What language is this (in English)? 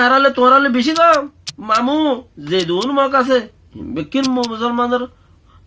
Rohingya